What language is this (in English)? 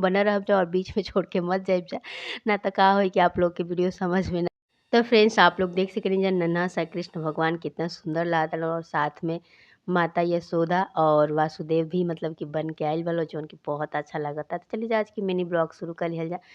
Bhojpuri